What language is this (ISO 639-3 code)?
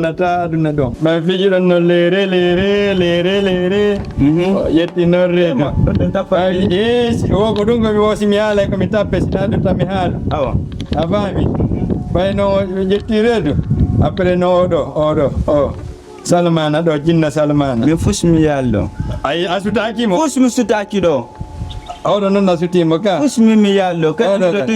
ful